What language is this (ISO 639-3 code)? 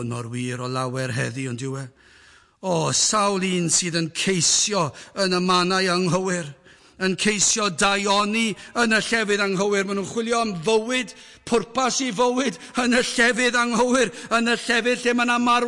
cym